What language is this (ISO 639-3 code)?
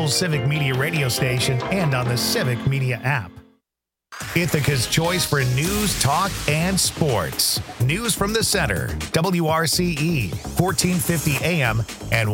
eng